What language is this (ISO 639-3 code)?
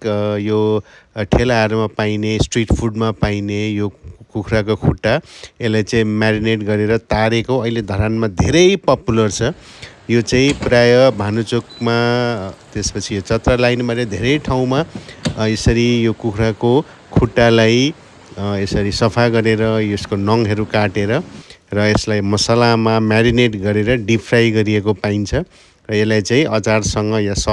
nep